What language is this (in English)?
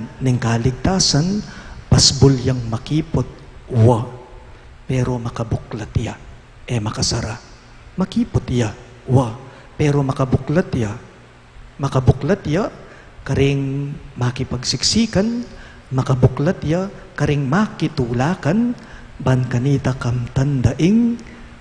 Pampanga